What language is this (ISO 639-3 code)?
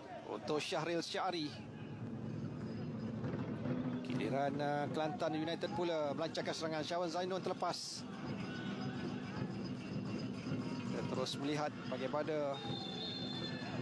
msa